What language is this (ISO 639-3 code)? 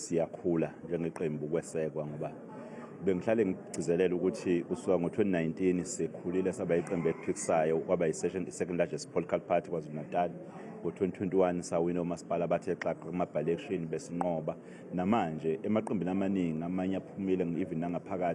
zul